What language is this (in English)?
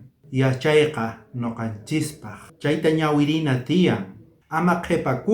South Bolivian Quechua